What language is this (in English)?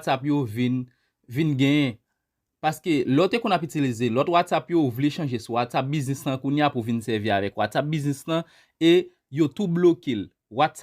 Haitian Creole